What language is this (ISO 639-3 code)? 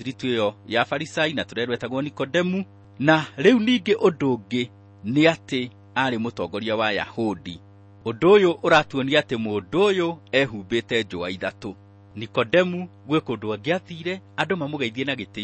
kik